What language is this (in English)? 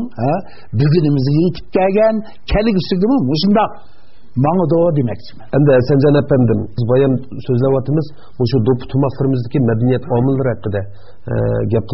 Uyghur